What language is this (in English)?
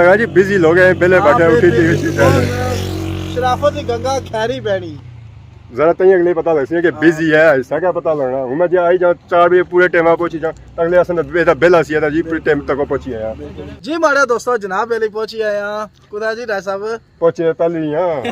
Pahari-Potwari